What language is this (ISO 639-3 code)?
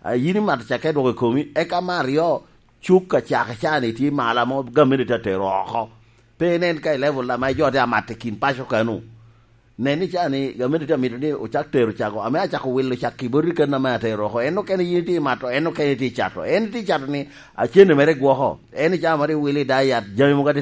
laj